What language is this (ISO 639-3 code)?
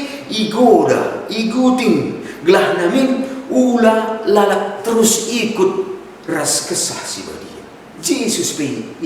btx